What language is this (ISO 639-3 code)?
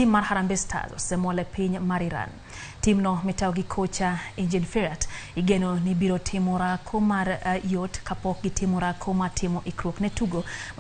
luo